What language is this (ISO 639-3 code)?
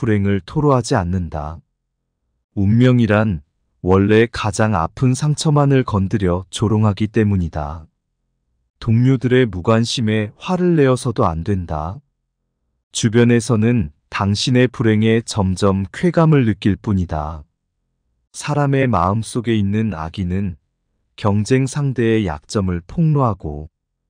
kor